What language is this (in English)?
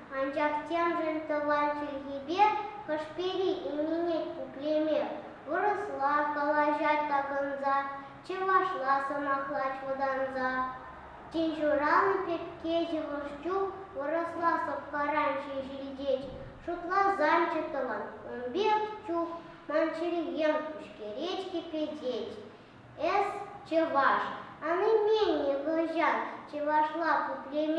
Chuvash